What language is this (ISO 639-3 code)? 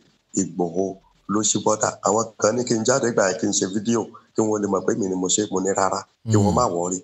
yor